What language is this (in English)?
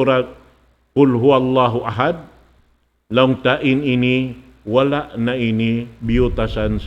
Tausug